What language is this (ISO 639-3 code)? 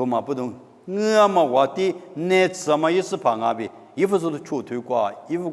lis